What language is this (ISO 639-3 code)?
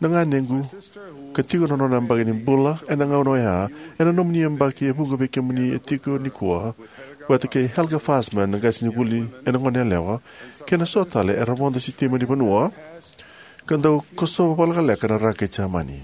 fij